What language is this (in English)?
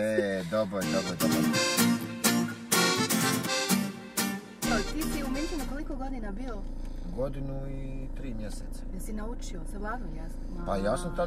Bosnian